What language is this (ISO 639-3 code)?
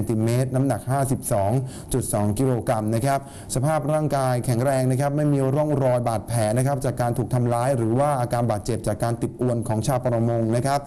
tha